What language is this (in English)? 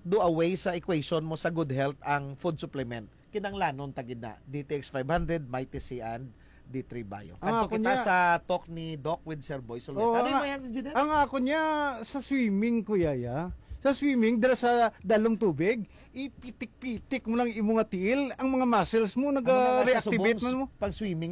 Hiligaynon